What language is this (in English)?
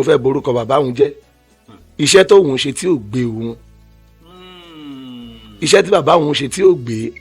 Yoruba